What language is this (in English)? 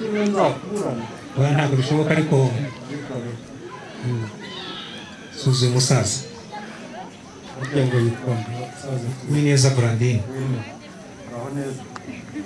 Kinyarwanda